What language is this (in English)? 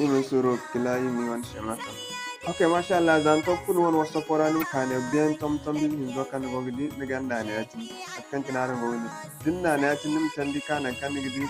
Zarma